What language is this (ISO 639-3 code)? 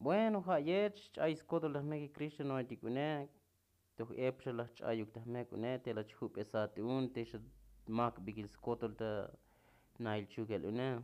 tzo